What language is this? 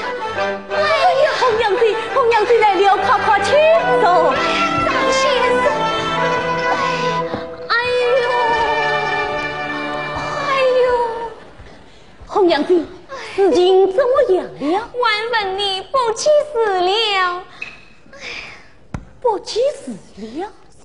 Chinese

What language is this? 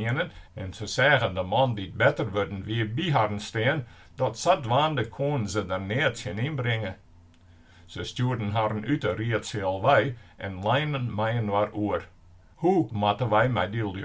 Western Frisian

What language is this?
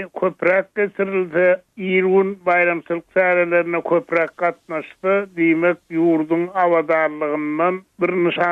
Turkmen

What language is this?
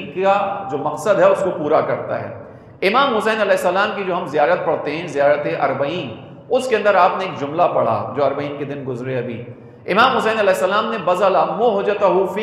Urdu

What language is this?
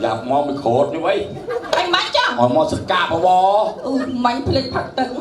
Khmer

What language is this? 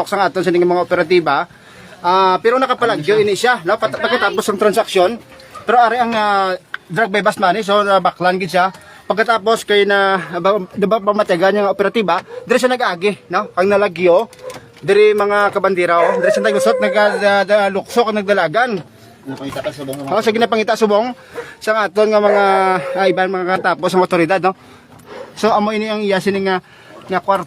Hiligaynon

